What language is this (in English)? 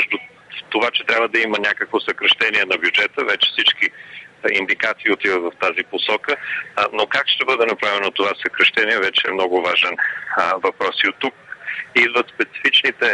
Bulgarian